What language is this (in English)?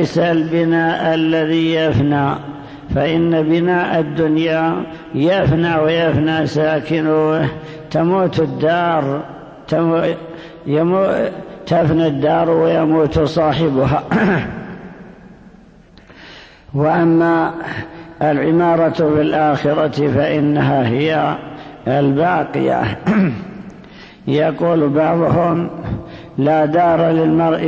Arabic